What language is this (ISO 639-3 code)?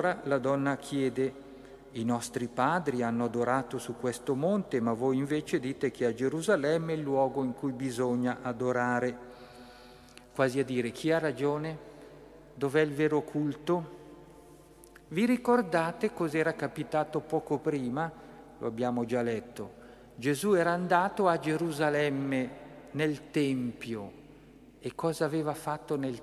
ita